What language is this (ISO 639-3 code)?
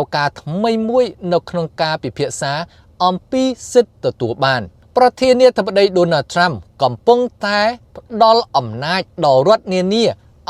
khm